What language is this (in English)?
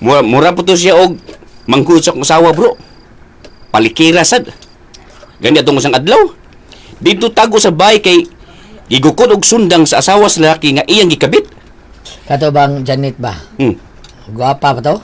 Cebuano